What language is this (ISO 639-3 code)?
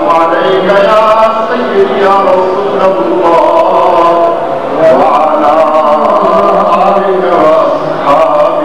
urd